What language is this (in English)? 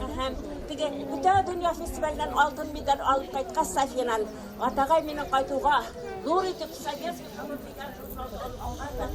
Bashkir